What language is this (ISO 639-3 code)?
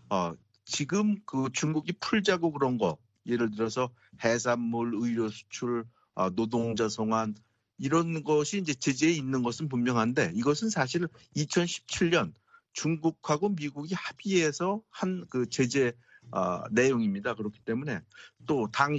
kor